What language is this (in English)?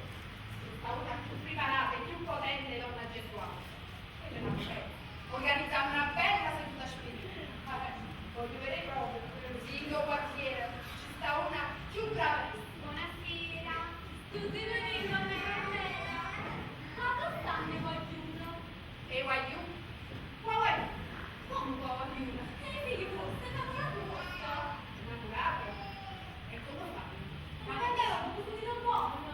Neapolitan